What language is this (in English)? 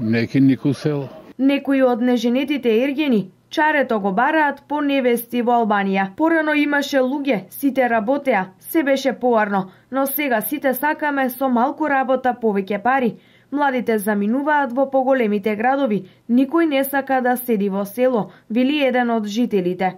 Macedonian